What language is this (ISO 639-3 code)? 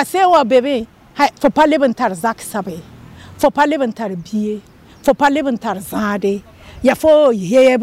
mos